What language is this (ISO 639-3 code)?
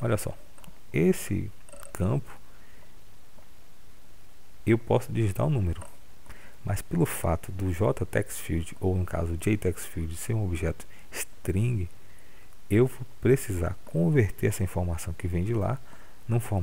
por